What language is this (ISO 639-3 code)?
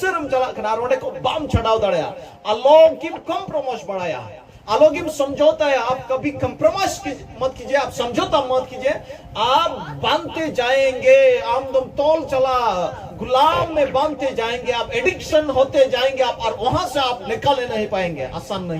sat